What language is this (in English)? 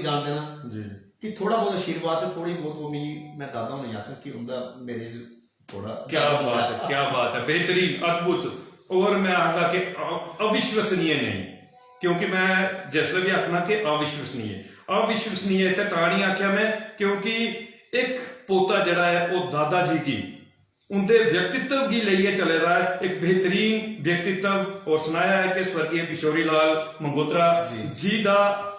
Dogri